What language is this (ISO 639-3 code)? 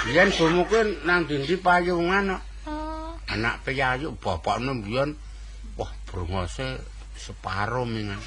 jav